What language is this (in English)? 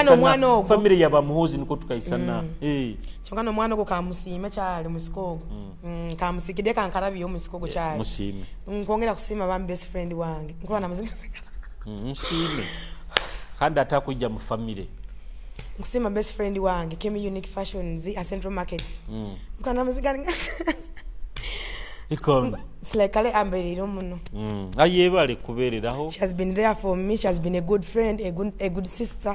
Nyoro